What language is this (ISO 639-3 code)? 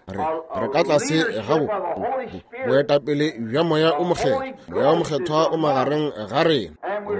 nso